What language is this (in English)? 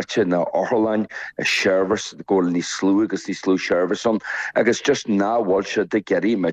Irish